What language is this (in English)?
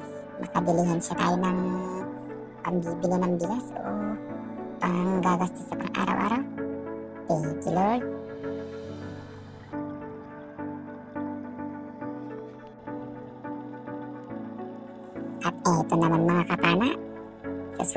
Filipino